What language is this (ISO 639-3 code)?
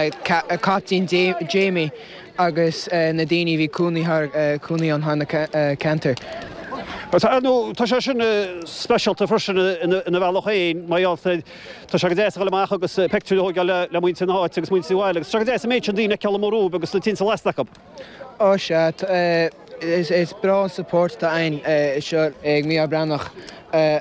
gle